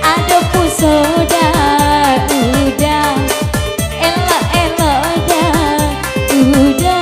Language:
Minangkabau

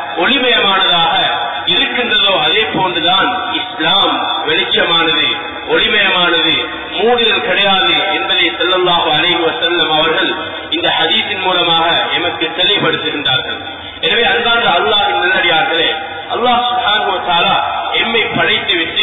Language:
Tamil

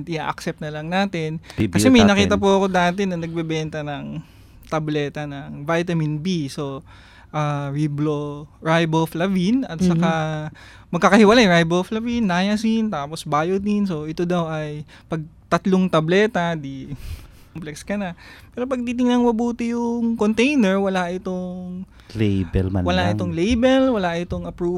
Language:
Filipino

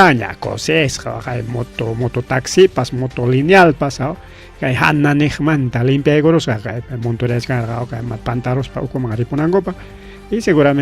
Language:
Ayacucho Quechua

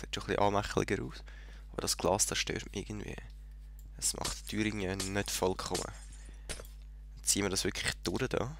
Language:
Swiss German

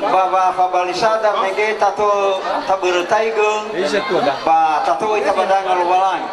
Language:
Nias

